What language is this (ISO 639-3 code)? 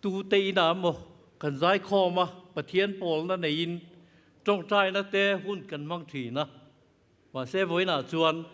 lus